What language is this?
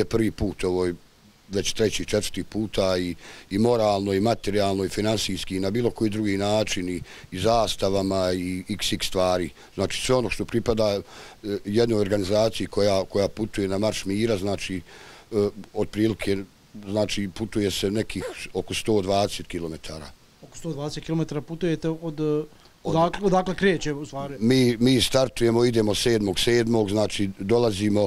Bosnian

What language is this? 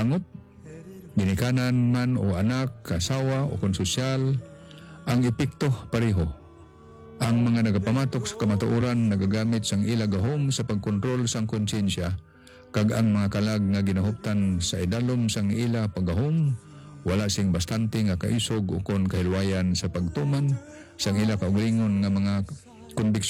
Hiligaynon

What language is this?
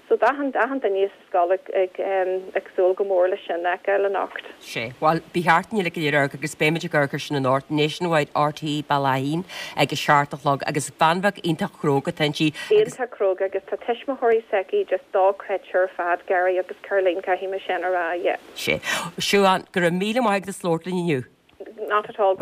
Irish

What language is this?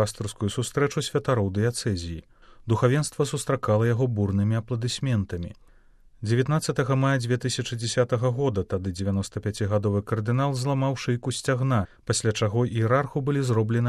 Belarusian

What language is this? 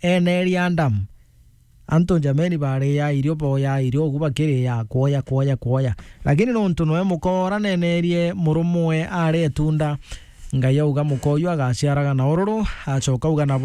Meru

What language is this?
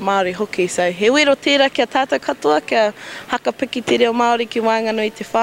Māori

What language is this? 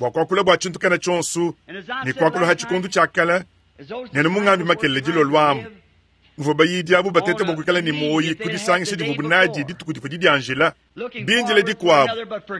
Luba-Lulua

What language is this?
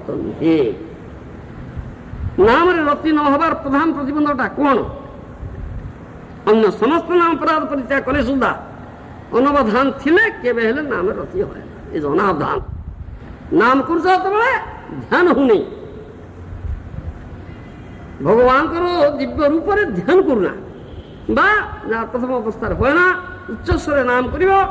Odia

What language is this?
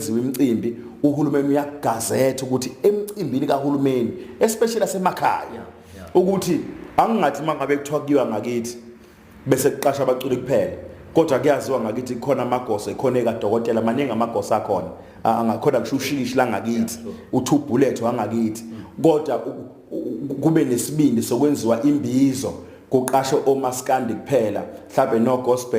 Zulu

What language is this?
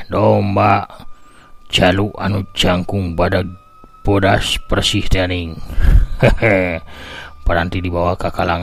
Sundanese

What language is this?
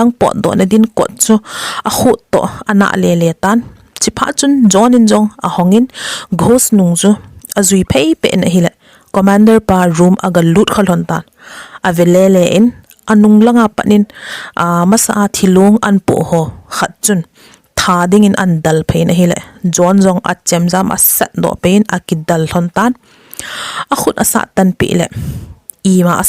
Thado Chin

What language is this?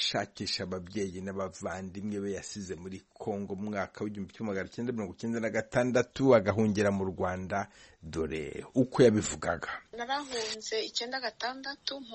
Kinyarwanda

